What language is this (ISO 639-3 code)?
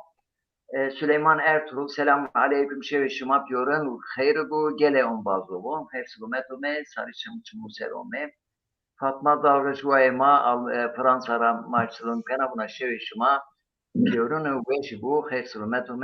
zza